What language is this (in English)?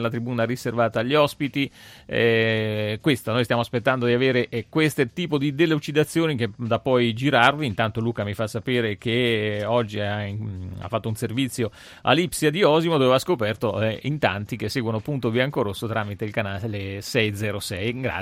Italian